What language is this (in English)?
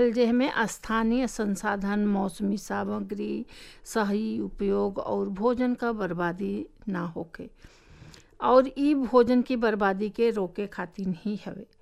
Bhojpuri